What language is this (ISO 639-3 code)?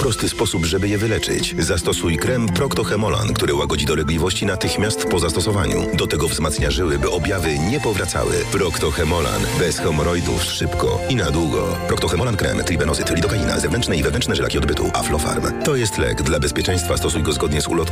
pol